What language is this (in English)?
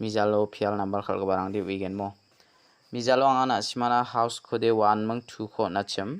Garo